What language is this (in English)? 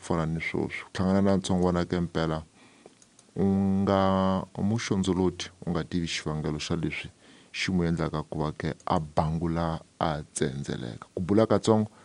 Tsonga